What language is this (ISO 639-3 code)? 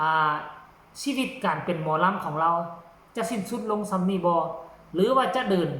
tts